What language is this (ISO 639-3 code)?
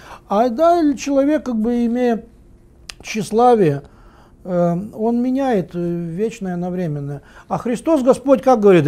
rus